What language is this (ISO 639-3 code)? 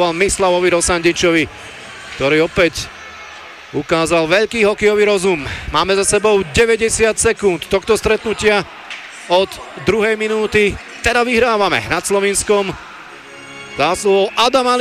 slk